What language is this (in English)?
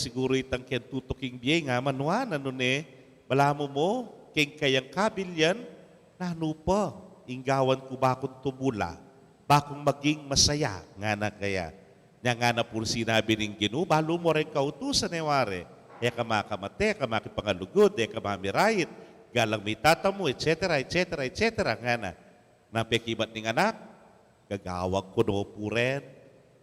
Pampanga